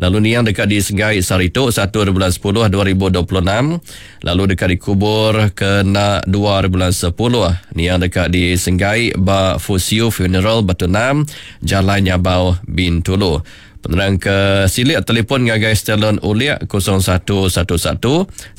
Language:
Iban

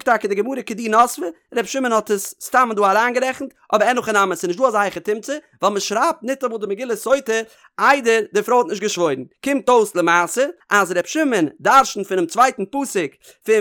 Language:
Yiddish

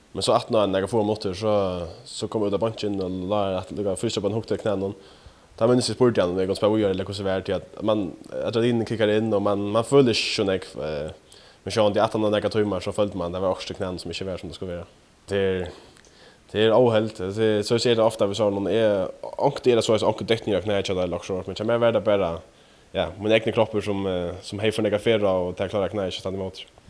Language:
Faroese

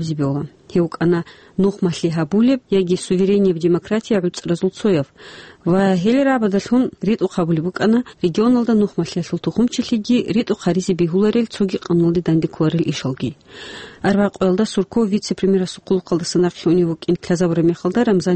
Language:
Avaric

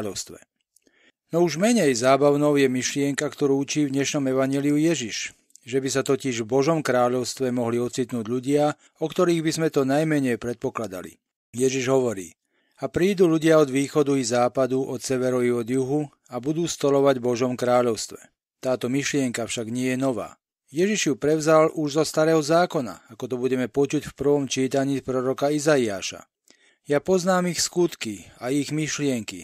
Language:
Slovak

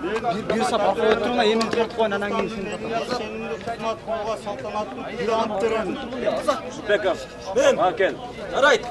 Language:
Kyrgyz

